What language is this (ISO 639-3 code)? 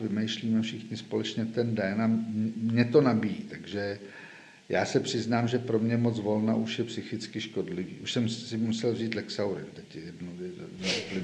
ces